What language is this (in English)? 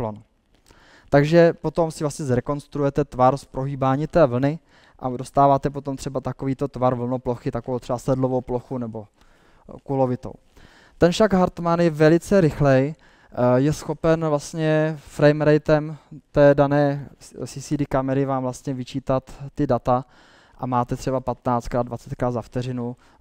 Czech